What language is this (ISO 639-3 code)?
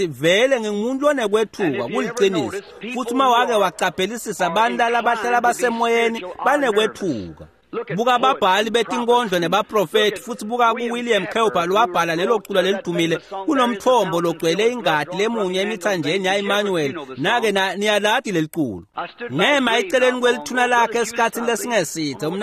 ssw